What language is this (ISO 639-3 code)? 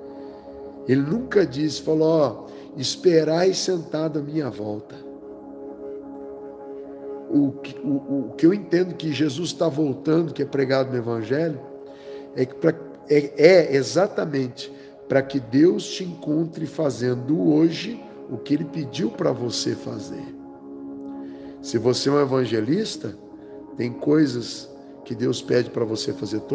por